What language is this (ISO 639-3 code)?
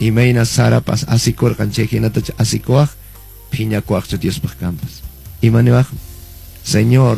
que